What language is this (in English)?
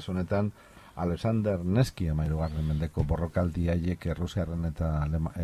Basque